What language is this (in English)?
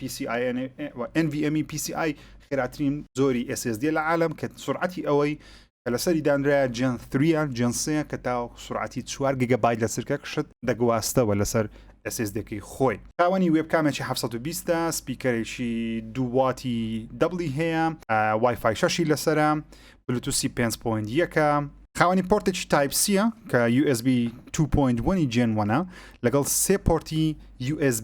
Central Kurdish